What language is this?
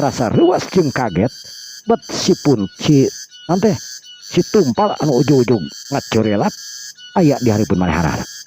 Sundanese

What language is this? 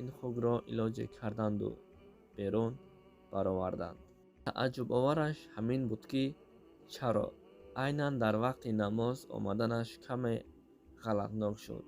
Tajik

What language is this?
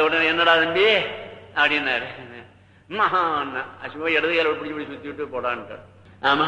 Tamil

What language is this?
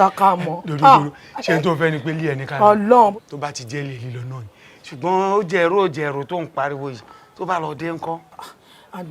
Yoruba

